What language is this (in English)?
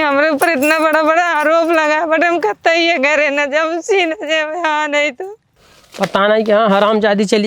Awadhi